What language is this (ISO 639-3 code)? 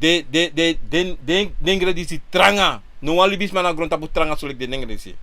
srn